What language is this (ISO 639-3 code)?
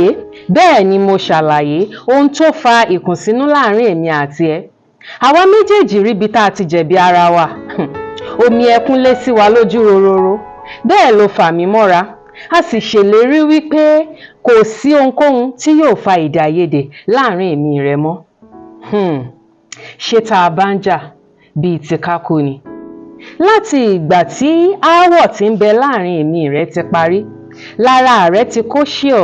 yor